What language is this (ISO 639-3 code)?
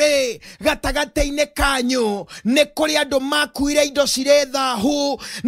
kik